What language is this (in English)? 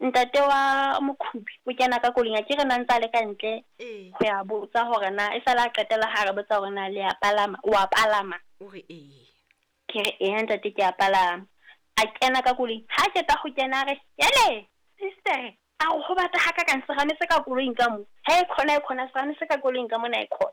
Southern Sotho